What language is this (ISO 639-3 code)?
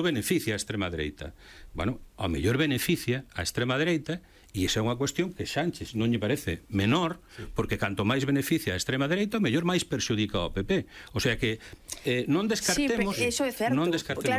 glg